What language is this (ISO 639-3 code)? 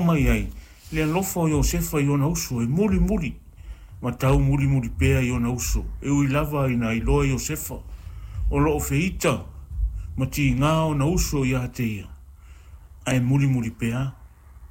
smo